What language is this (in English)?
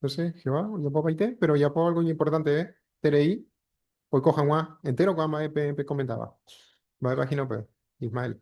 Guarani